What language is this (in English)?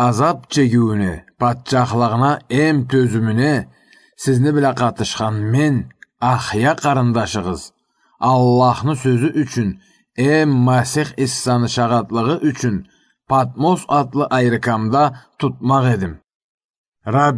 Karachay-Balkar